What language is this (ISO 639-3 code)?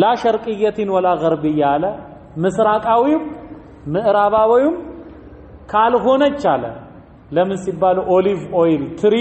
amh